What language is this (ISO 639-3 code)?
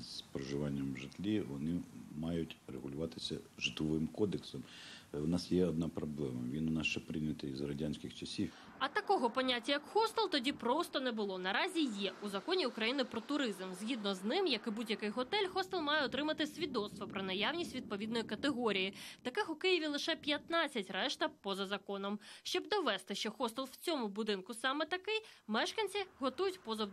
ukr